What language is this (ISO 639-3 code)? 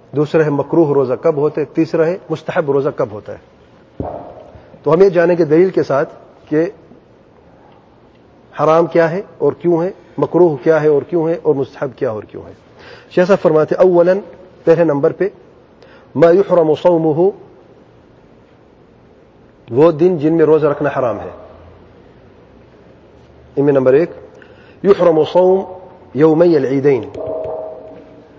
urd